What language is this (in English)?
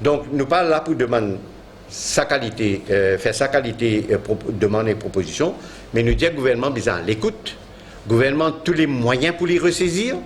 Morisyen